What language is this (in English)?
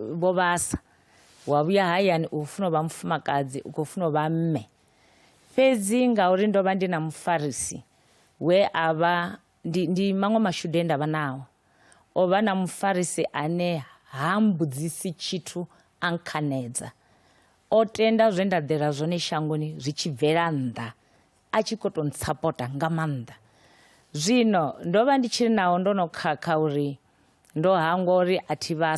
Venda